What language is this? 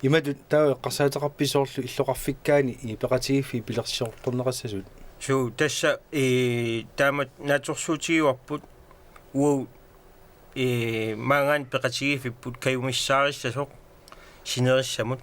Kalaallisut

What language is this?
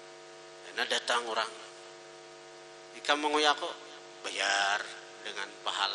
Banjar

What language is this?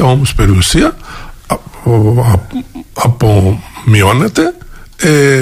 Greek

